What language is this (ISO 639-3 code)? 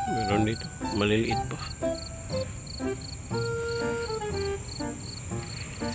fil